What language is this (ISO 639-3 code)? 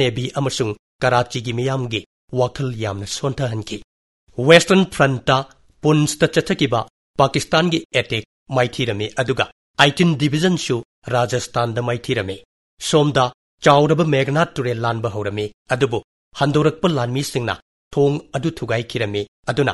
mni